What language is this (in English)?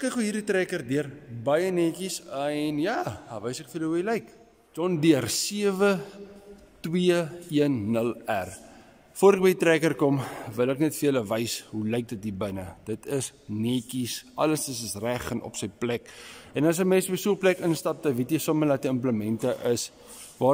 Afrikaans